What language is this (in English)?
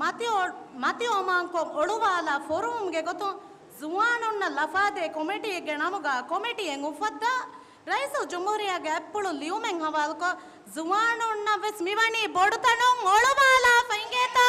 Divehi